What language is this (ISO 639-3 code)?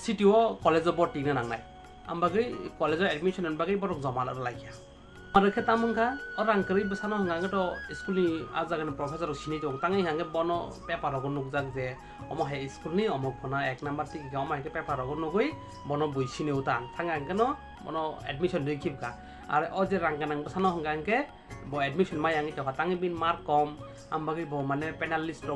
trp